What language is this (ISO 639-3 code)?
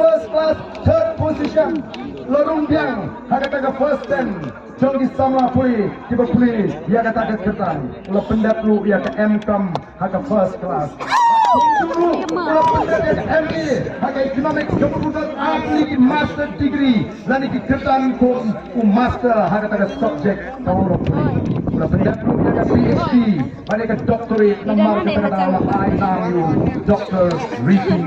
kha